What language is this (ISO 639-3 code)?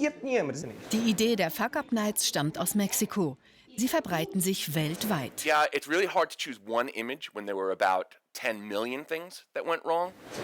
gsw